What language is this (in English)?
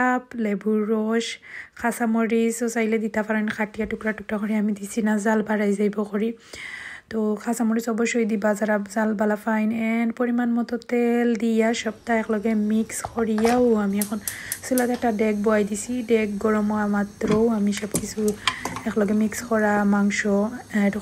Sylheti